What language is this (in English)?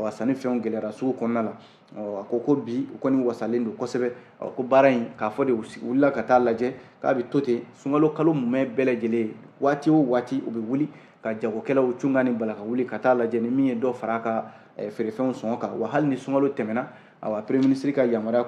Bambara